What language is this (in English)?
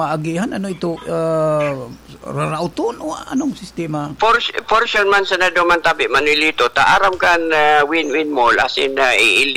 Bikol